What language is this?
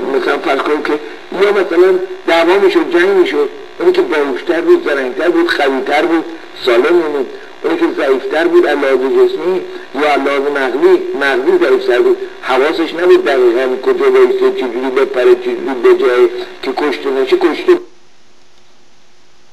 Persian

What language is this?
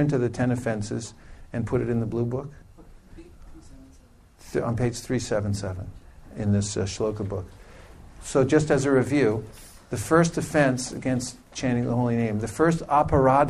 English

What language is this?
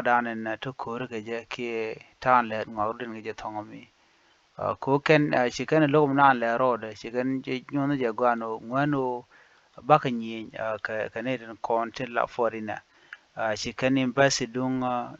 Nuer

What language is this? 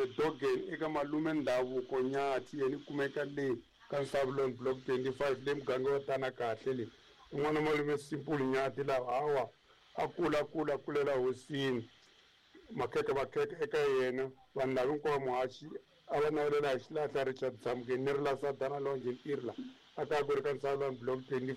Tsonga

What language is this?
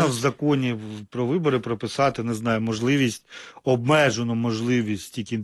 Ukrainian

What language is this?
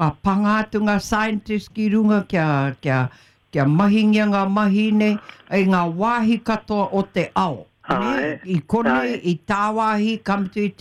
Māori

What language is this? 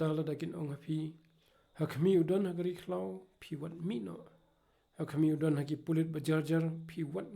Khasi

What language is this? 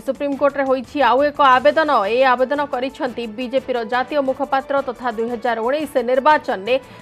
Odia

